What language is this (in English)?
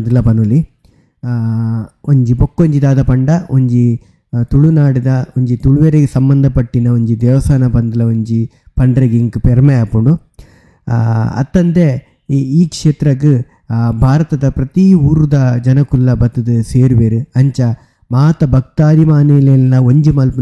Tulu